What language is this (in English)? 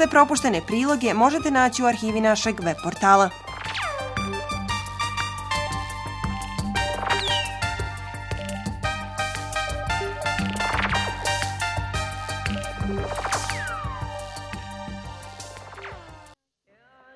Bosnian